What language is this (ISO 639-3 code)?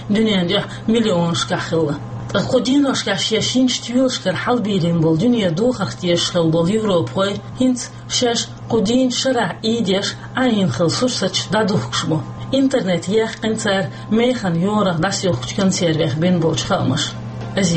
che